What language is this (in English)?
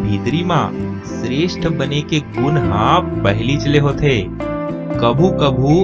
Chhattisgarhi